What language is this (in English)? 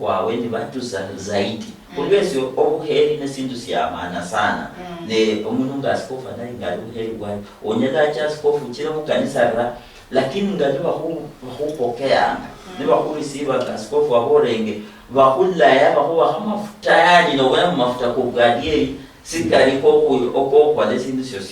Luyia